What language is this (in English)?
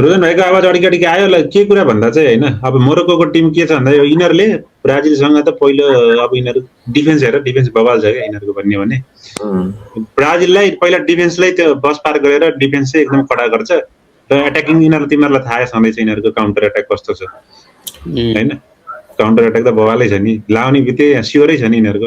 Nepali